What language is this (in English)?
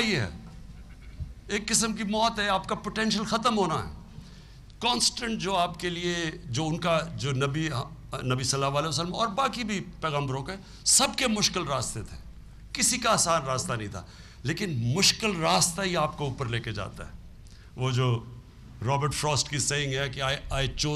Urdu